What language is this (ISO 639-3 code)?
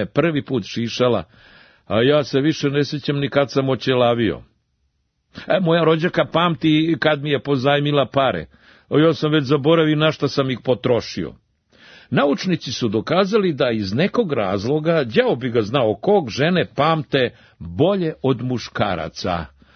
srp